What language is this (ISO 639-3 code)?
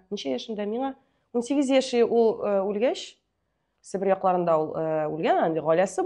tat